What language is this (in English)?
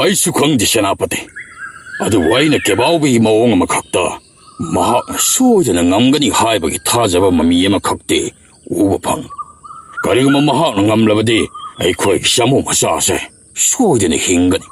Manipuri